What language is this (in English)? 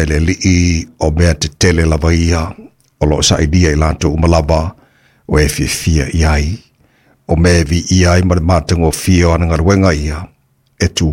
Samoan